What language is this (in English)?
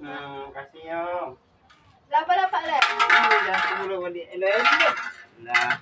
Minangkabau